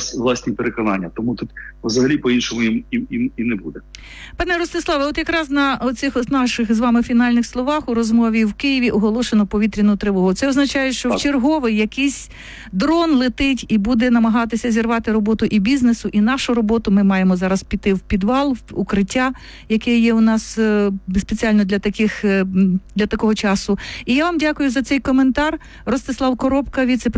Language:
Ukrainian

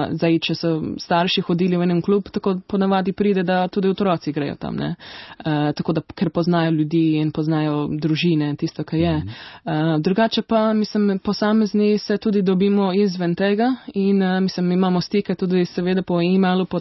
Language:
Slovenian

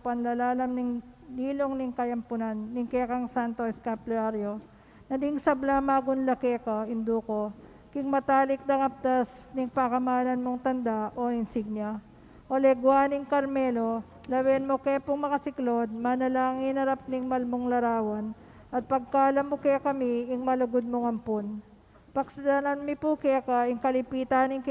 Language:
Pampanga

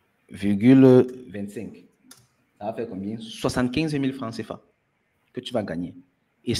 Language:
French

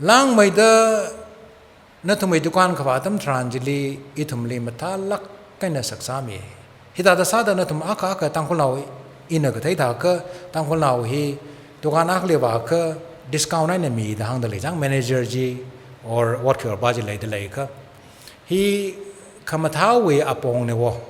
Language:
Tangkhul Naga (India)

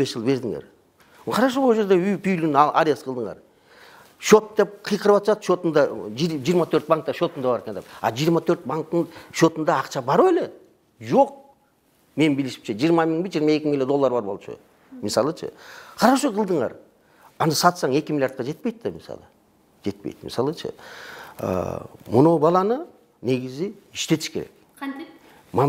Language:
Kyrgyz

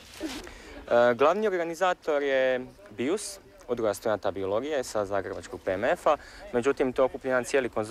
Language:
Croatian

